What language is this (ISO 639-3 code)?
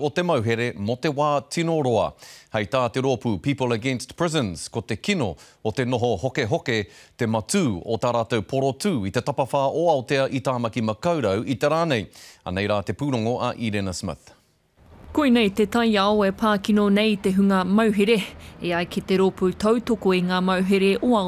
mri